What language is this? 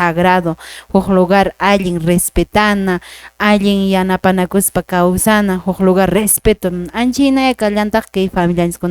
Quechua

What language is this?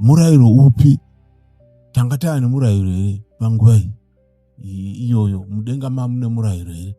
Shona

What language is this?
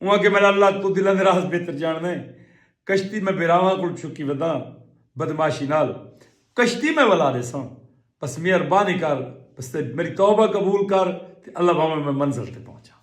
Saraiki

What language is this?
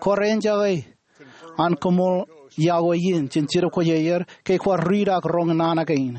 Marshallese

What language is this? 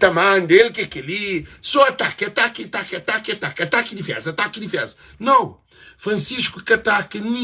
Kabuverdianu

